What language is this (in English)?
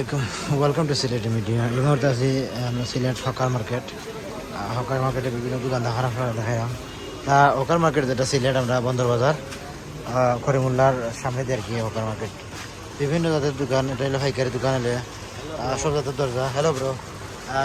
Sylheti